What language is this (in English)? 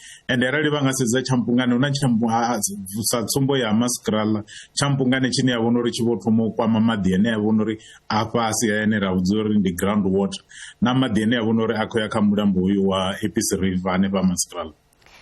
Venda